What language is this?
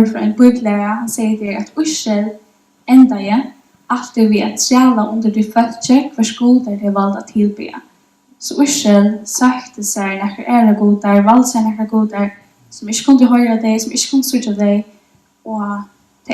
Faroese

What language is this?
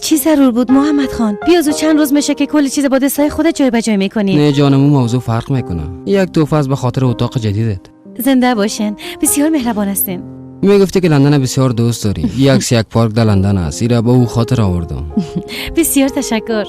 Persian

